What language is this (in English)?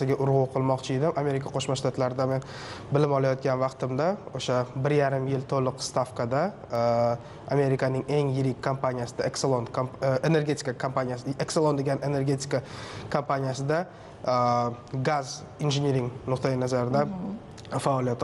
Uzbek